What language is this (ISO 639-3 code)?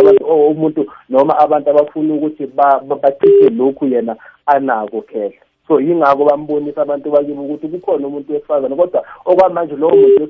nbl